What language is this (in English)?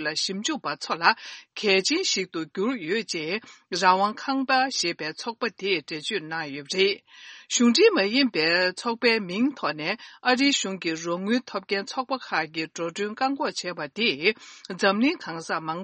Tibetan